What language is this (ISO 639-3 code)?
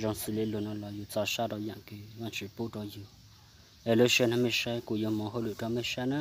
hmn